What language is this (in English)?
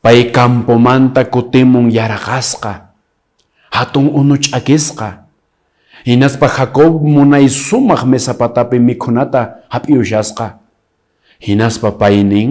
Quechua